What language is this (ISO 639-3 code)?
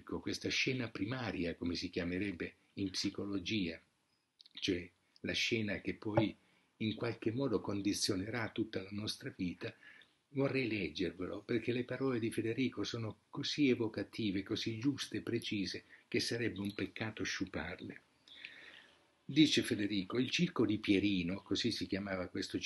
ita